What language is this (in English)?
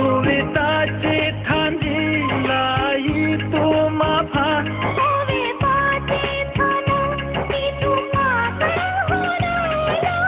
Karbi